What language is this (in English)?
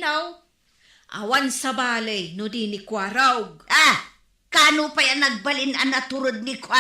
Iloko